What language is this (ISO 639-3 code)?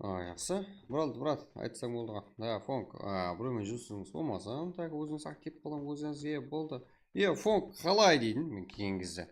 kaa